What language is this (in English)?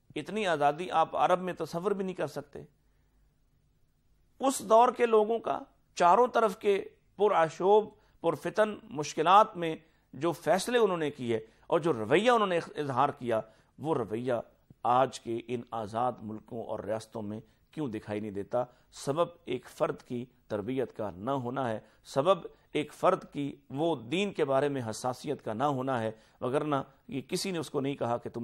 Urdu